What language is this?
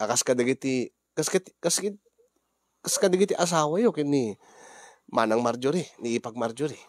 Iloko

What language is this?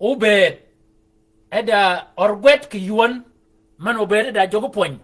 Shilluk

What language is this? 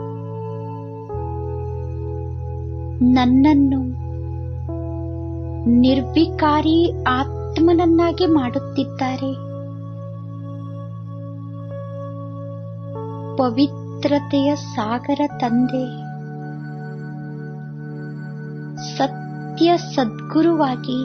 Kannada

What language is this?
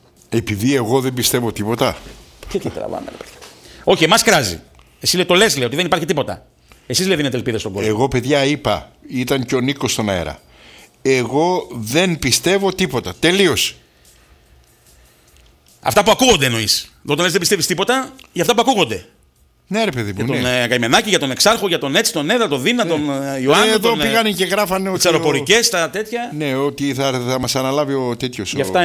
Greek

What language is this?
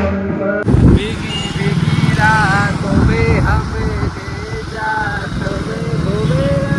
Chhattisgarhi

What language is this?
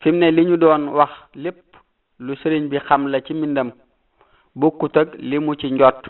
Wolof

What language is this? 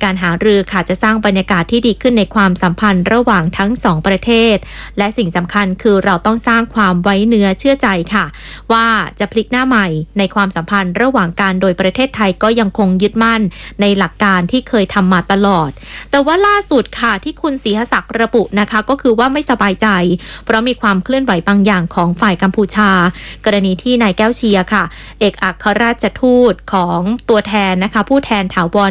Thai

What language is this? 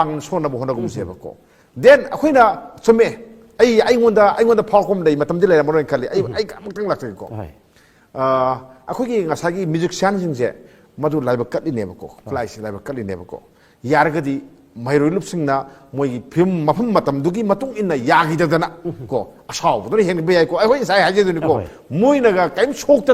Manipuri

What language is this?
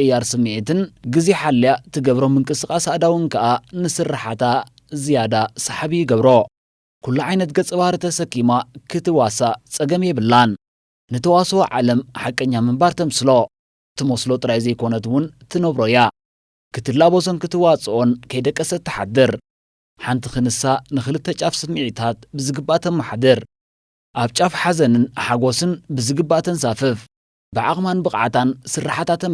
Tigrinya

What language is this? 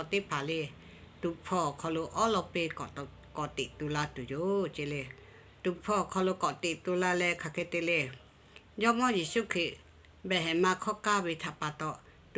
Lahu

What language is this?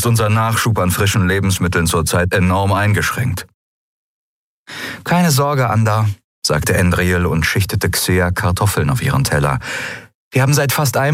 German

